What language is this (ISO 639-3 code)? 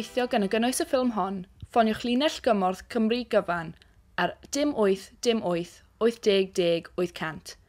cym